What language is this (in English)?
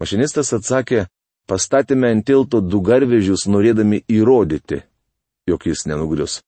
Lithuanian